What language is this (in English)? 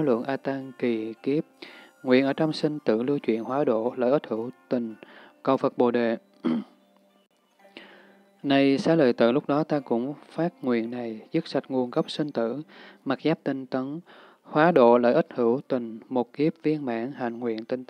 Vietnamese